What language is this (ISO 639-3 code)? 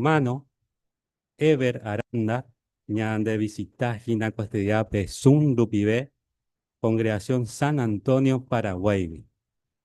grn